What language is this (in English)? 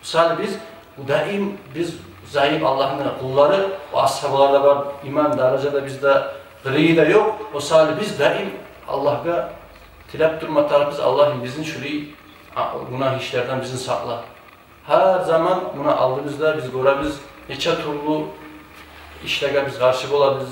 Kumyk